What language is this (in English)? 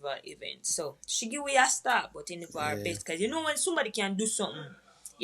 Jamaican Creole English